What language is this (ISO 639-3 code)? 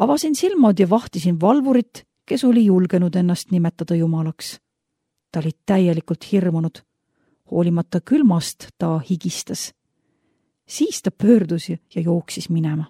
est